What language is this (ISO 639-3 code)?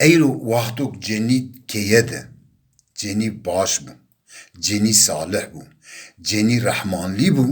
zza